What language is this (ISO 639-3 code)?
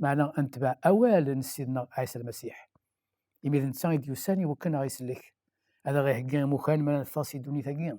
kab